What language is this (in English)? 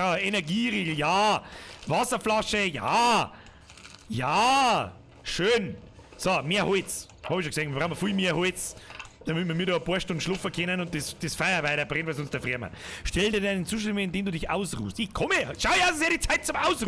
Bavarian